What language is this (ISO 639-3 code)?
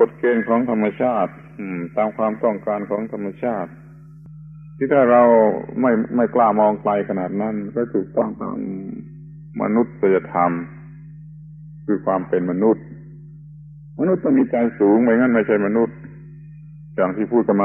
tha